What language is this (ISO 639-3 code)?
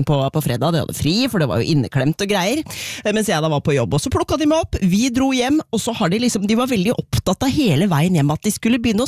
nor